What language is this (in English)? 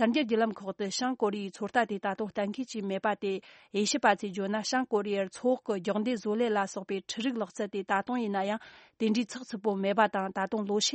Tibetan